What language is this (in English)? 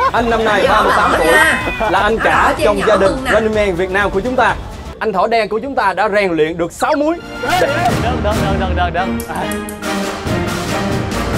Vietnamese